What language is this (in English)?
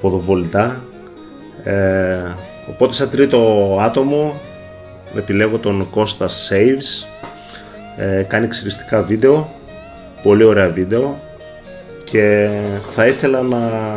Greek